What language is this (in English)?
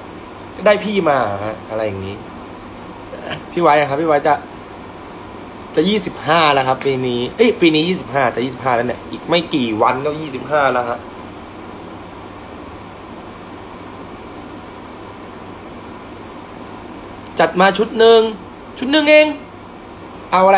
Thai